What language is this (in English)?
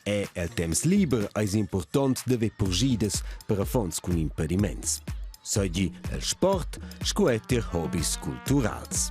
Romansh